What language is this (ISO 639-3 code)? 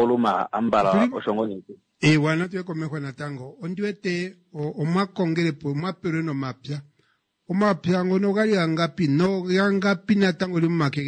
kua